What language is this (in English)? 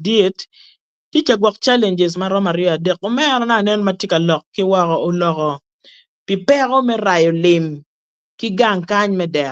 Acoli